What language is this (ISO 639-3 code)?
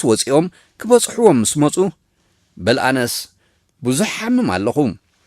tir